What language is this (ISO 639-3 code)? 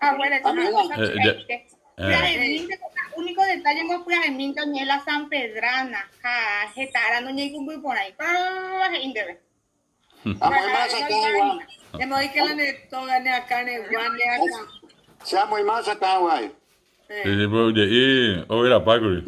grn